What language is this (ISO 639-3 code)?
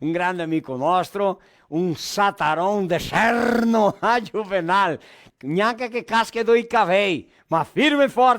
vec